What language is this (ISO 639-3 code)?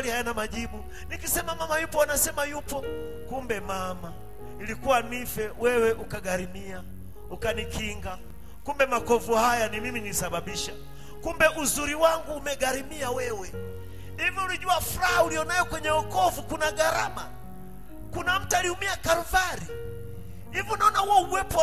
swa